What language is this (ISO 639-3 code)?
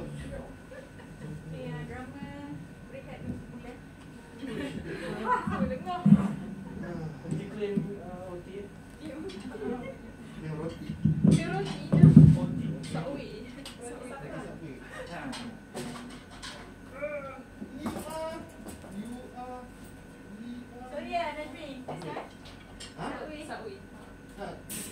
msa